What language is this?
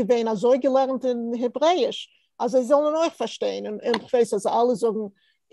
Yiddish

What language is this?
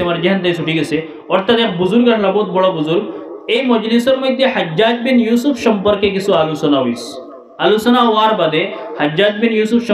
Sylheti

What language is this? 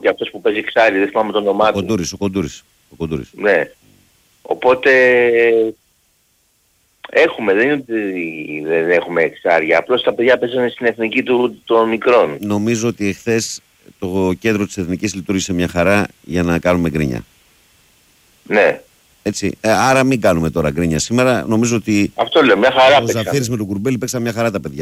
Greek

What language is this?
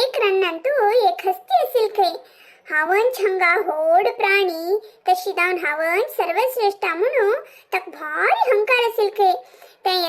Konkani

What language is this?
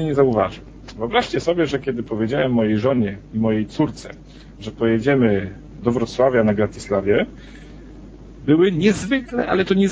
Polish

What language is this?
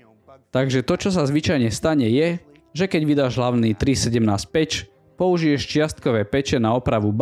Slovak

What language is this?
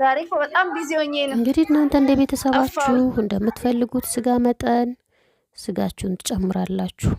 Amharic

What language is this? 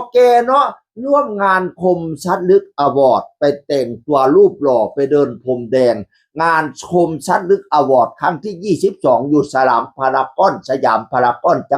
Northeastern Thai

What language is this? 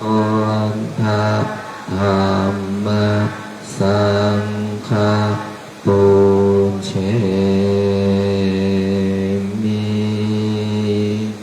Pali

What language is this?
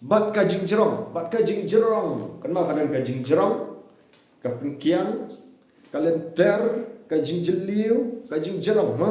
Khasi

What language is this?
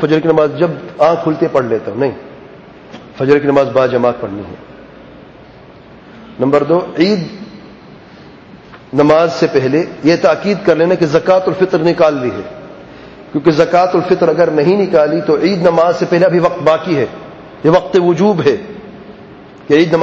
Urdu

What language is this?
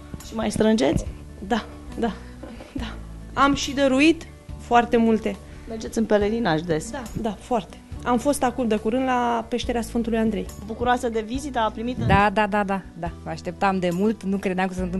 Romanian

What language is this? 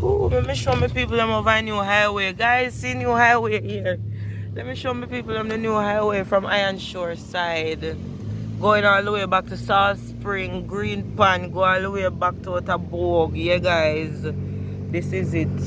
Jamaican Creole English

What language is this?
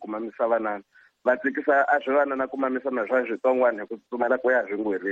Tsonga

